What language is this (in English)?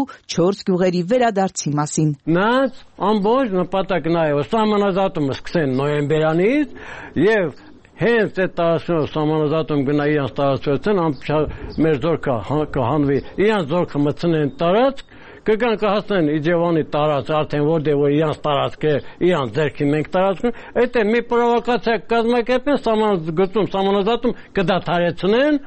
Armenian